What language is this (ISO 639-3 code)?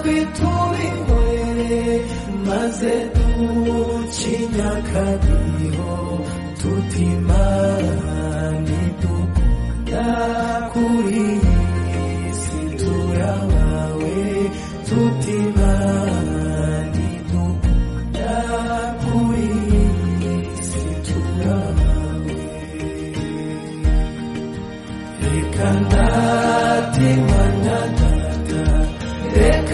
kin